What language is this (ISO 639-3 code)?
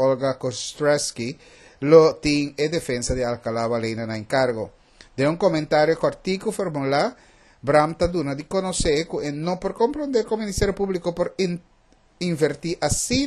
pap